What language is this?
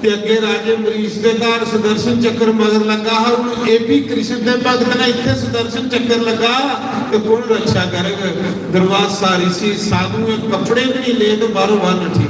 Dogri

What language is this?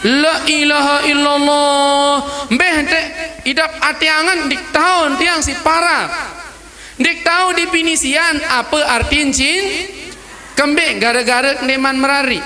Sasak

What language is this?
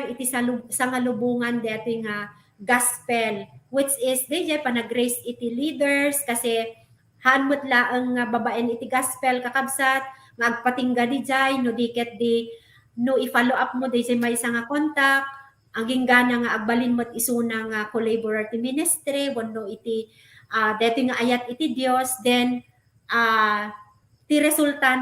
Iloko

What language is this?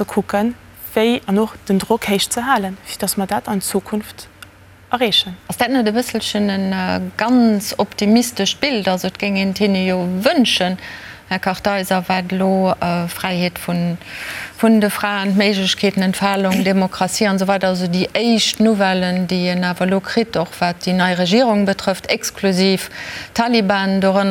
Luxembourgish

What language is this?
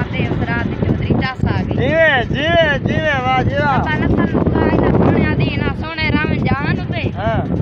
Saraiki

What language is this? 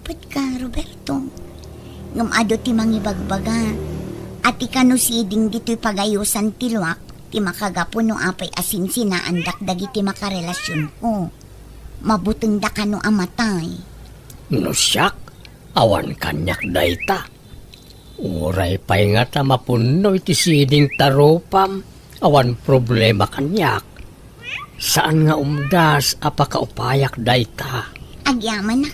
Iloko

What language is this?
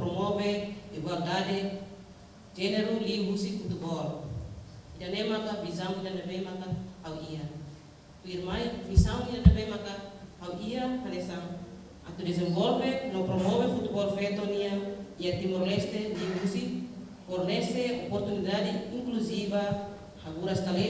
Tetum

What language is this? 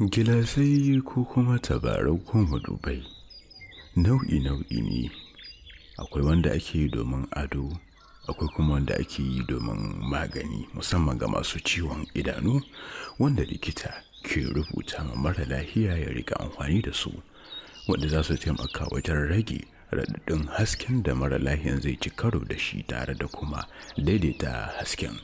Hausa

